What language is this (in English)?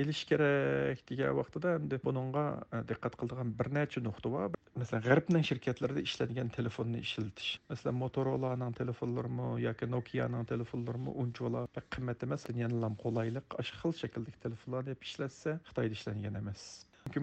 Uyghur